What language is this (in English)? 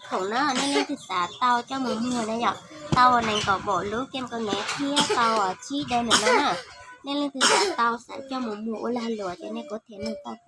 Hmong